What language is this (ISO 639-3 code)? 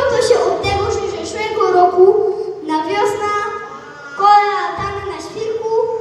szl